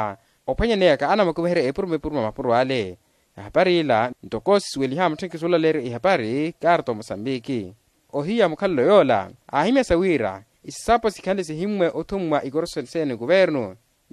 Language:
Makhuwa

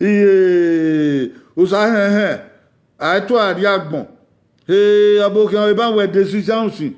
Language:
Bini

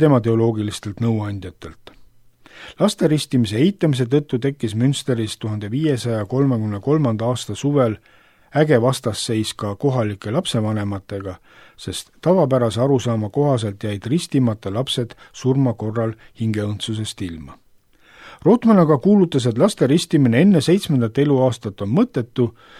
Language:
Estonian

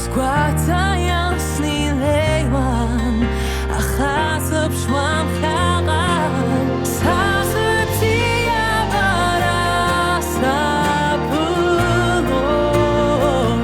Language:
Abkhazian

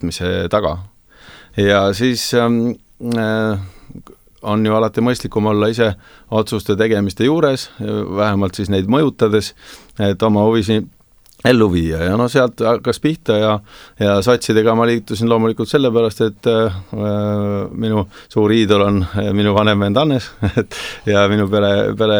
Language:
Estonian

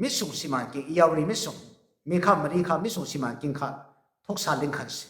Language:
Falam Chin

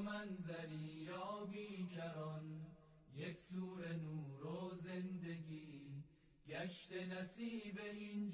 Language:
Persian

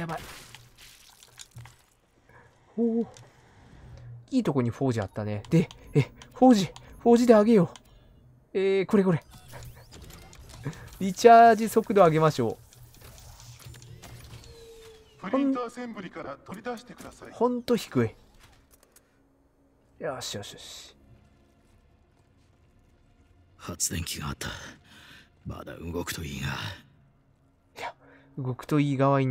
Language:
Japanese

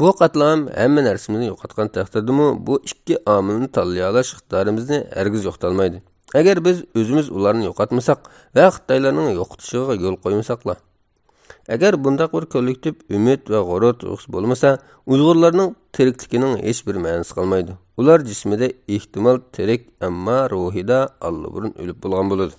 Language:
Uyghur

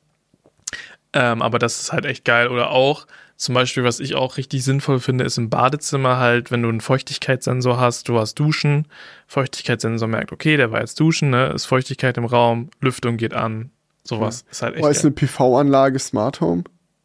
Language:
German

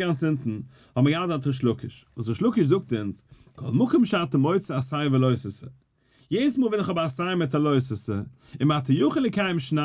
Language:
Yiddish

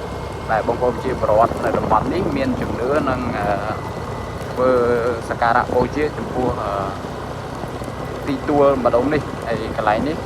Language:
Khmer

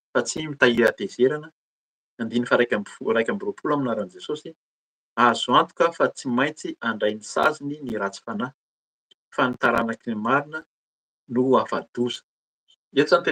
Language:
Malagasy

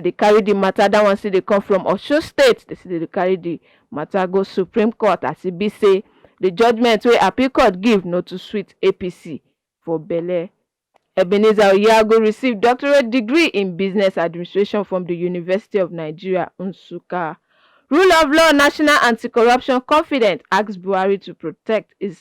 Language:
Nigerian Pidgin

